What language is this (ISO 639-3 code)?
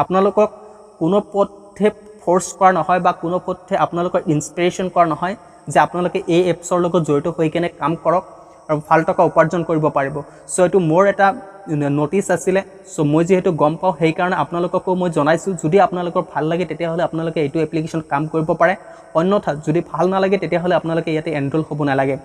asm